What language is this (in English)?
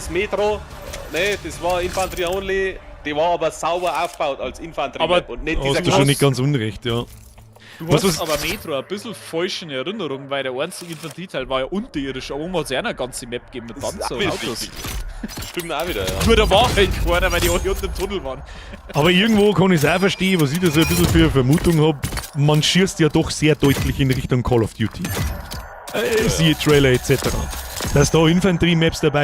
Bavarian